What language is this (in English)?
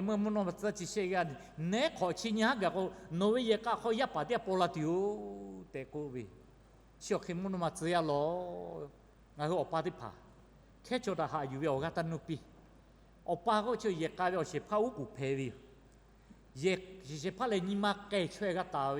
Lahu